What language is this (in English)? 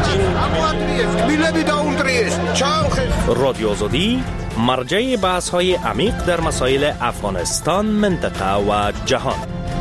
Persian